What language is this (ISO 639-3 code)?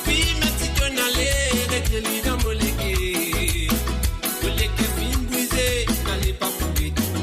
mfe